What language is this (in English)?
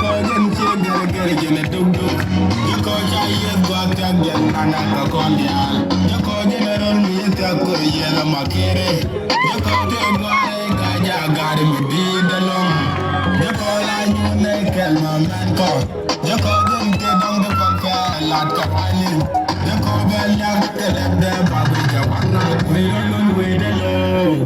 Nuer